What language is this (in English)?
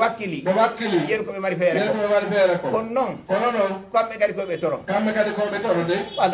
Fula